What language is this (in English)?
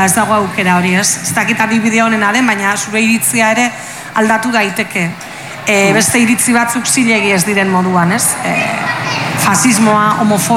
Basque